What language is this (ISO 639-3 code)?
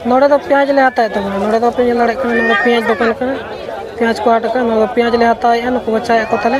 sat